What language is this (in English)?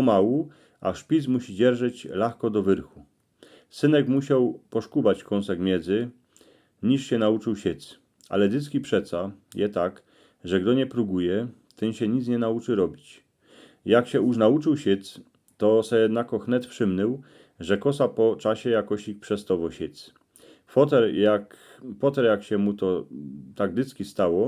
Silesian